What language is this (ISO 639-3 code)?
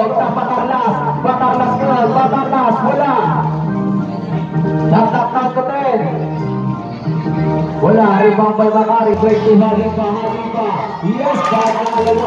fil